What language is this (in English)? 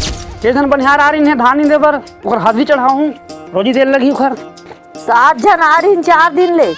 Chhattisgarhi